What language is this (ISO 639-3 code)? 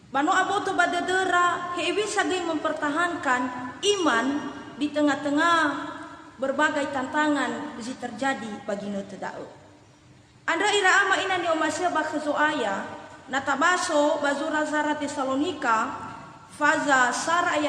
nia